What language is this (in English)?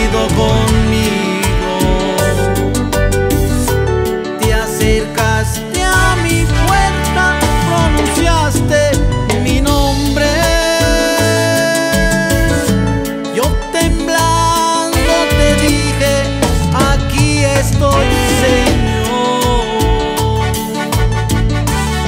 Spanish